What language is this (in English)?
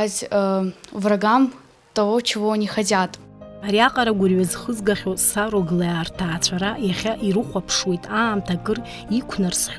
Abkhazian